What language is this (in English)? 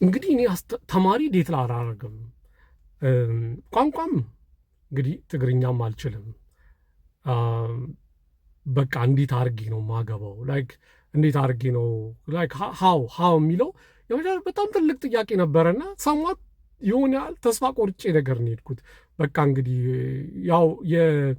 Amharic